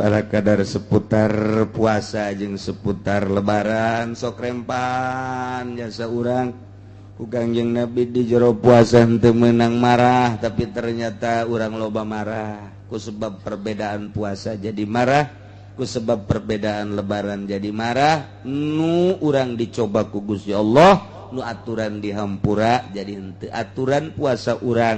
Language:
Sundanese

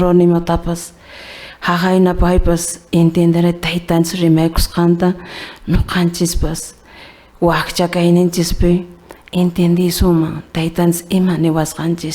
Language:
Quechua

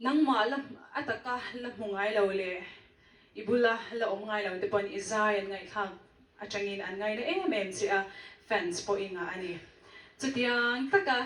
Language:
Mizo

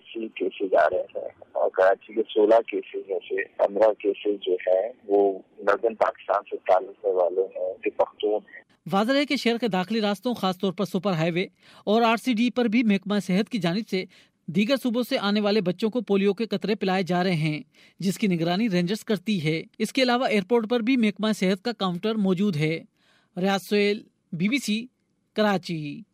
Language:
Urdu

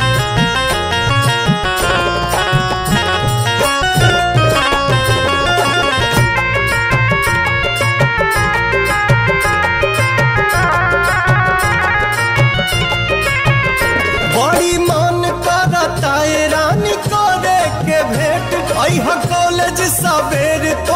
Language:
Bhojpuri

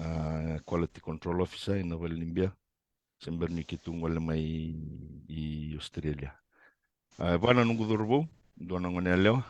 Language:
Fijian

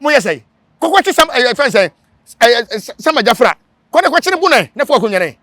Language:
Akan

